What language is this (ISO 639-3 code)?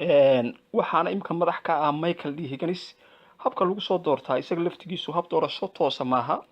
som